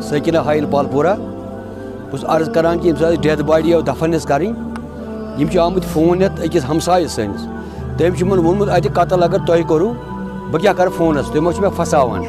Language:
Kashmiri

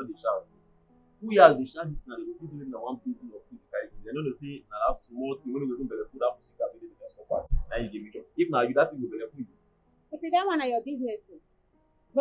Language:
Nigerian Pidgin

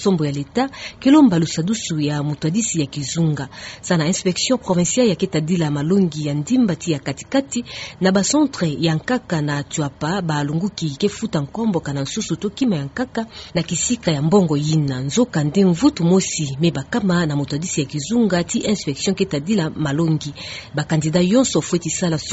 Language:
Kituba (Democratic Republic of Congo)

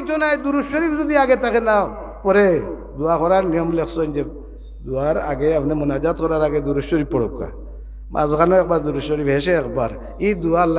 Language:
Sylheti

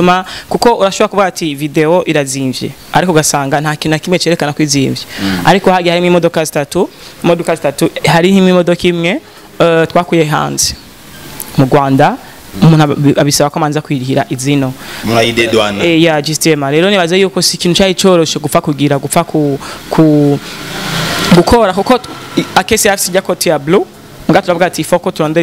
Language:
Rundi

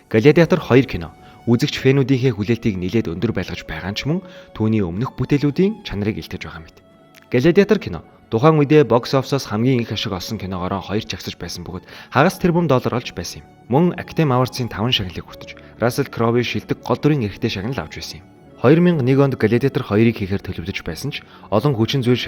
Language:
Mongolian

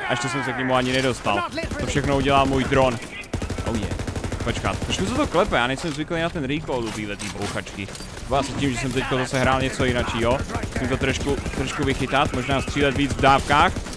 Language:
Czech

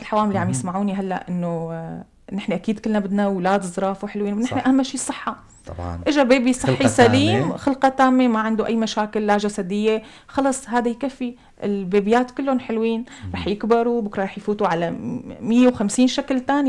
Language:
North Levantine Arabic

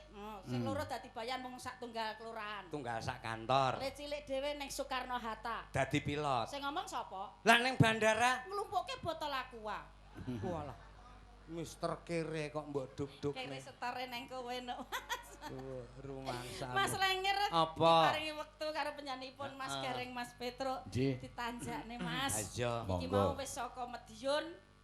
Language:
Javanese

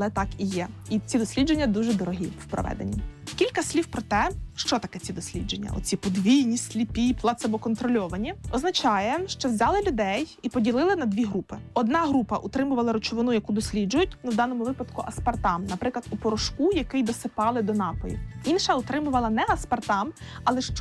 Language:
Ukrainian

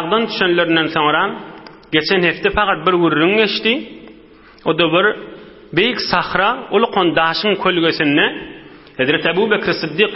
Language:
Turkmen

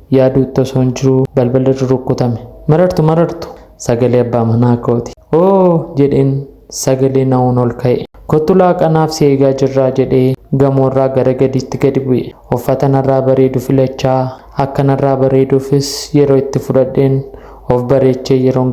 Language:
Oromo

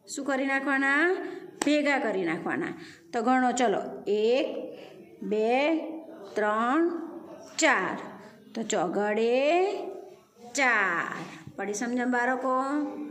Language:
Gujarati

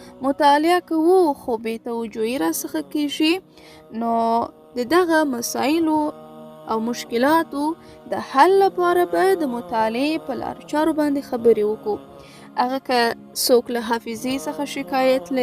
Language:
Pashto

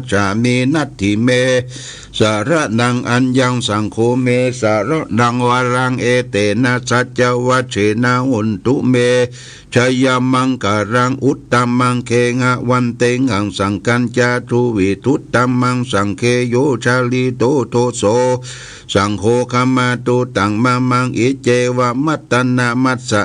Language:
Pali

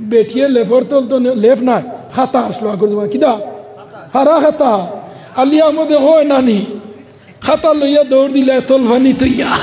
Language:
Sylheti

